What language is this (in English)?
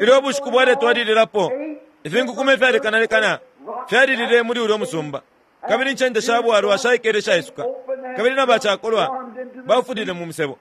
Bemba